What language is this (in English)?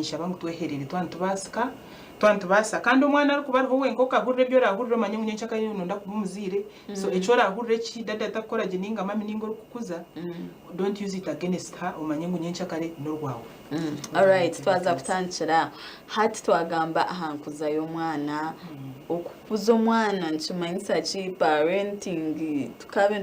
Nyankole